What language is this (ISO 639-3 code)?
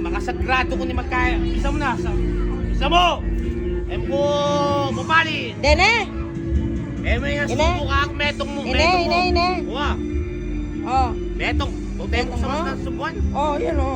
pam